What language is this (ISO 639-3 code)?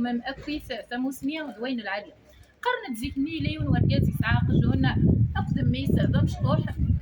kab